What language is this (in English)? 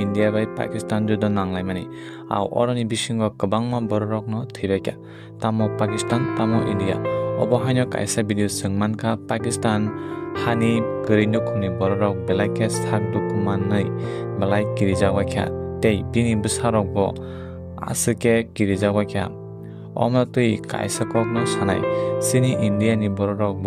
Kok Borok